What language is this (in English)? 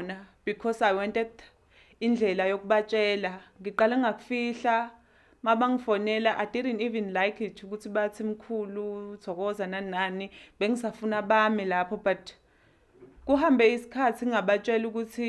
Zulu